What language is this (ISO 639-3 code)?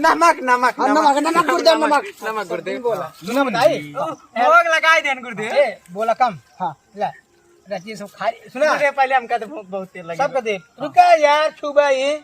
awa